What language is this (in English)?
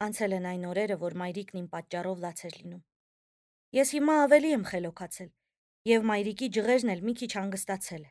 Armenian